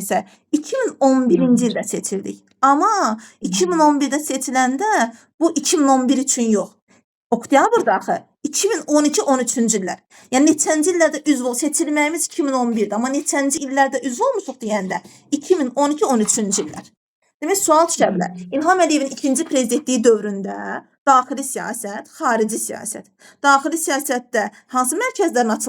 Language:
Azerbaijani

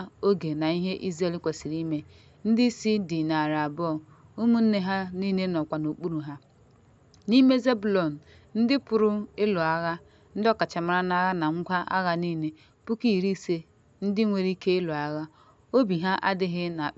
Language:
Igbo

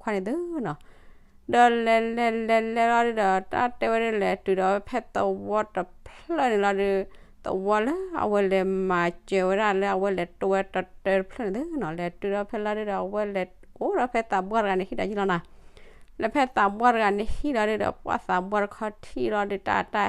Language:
S'gaw Karen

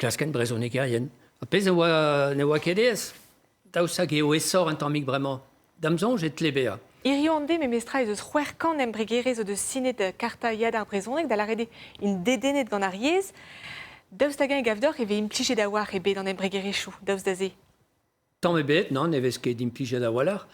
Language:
Breton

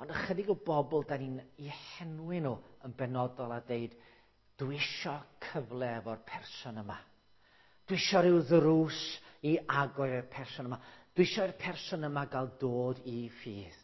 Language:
Welsh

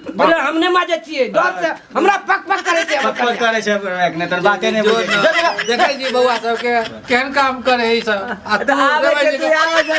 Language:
Maithili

